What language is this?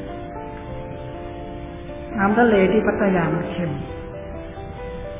Thai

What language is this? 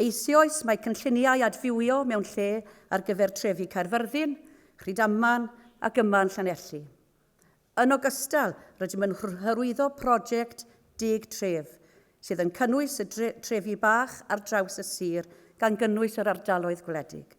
Welsh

